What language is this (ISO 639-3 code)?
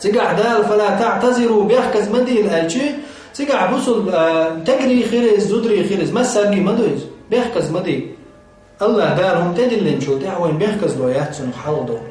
che